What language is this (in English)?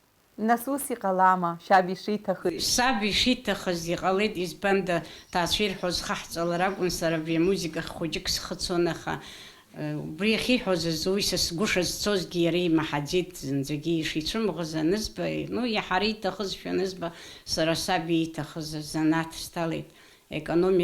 Abkhazian